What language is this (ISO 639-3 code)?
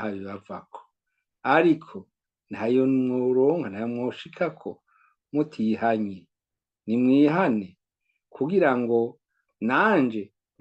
run